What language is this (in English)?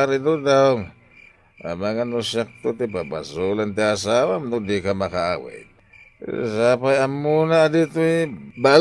Iloko